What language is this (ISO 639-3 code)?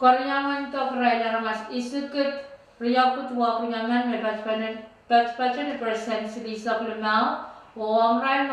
pon